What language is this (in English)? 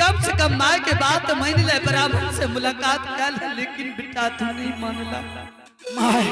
Angika